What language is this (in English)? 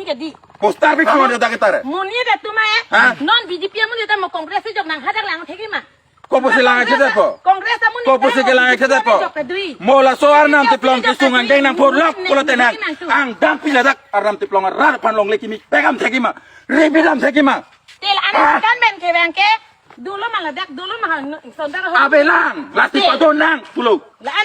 Karbi